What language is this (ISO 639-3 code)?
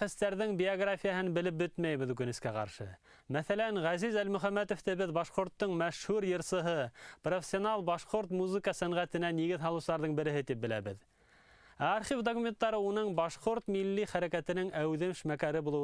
bak